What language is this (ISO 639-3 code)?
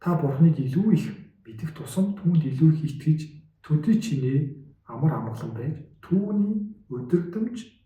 mon